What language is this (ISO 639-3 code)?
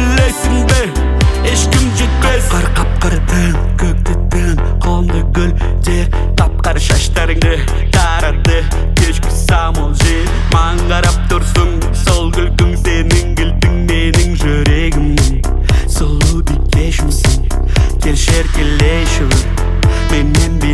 kaz